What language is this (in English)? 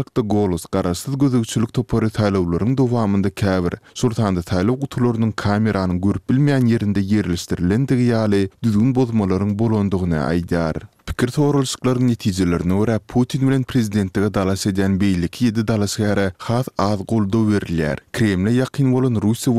Turkmen